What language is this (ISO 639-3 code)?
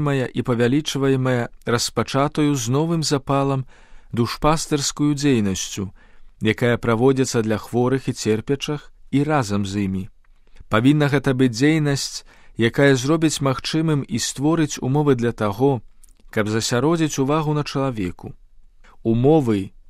bel